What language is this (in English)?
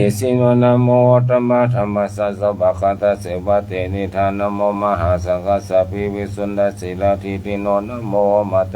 Pali